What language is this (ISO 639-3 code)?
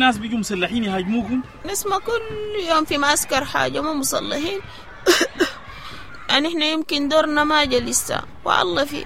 apd